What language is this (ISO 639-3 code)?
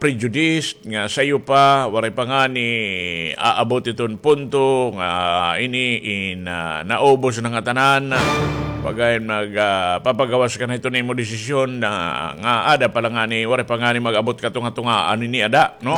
war